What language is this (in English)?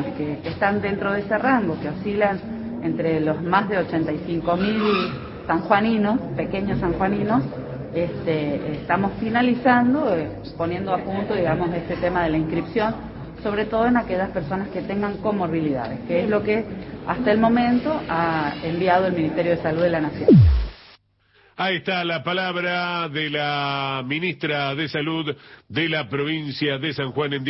Spanish